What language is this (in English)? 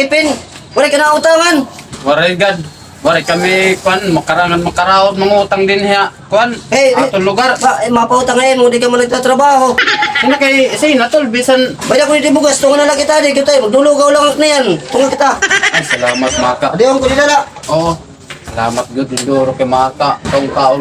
Waray